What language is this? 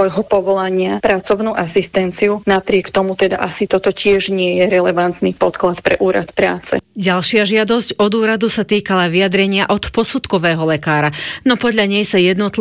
Slovak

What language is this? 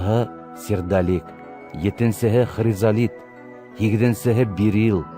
Bashkir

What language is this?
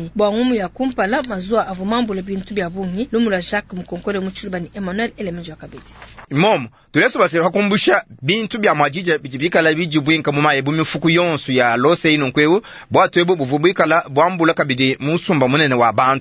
Luba-Lulua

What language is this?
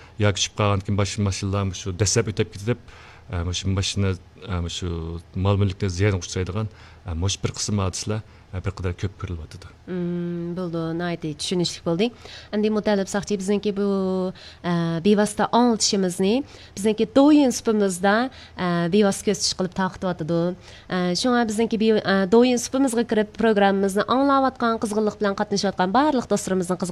Uyghur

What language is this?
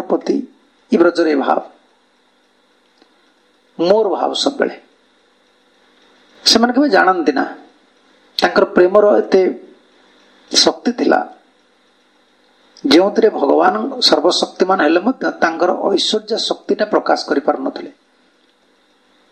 Odia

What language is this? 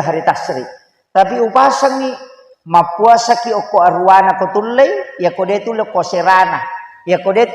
Buginese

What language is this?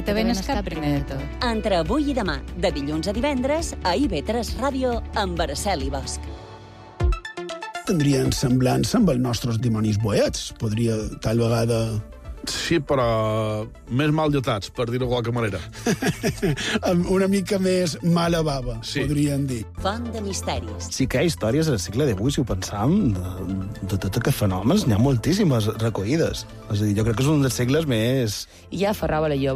Catalan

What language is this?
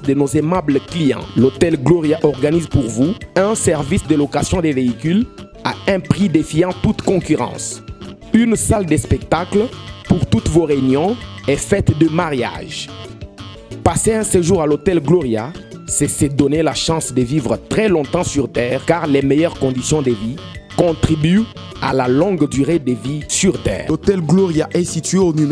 Luba-Lulua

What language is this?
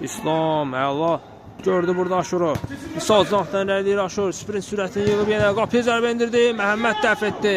Azerbaijani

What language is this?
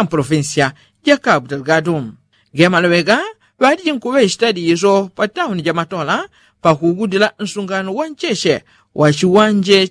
Yao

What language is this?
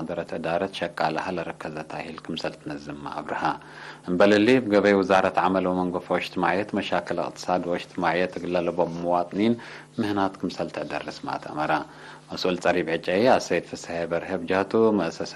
Tigre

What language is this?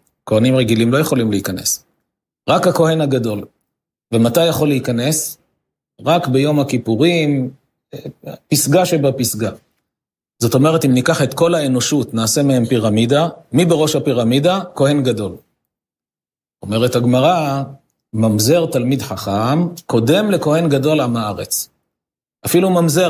Hebrew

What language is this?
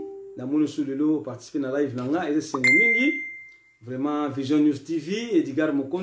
Lingala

